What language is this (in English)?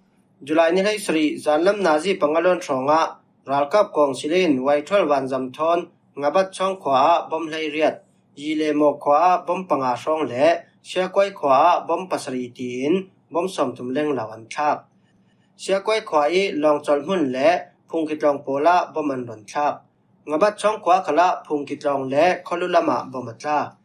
Falam Chin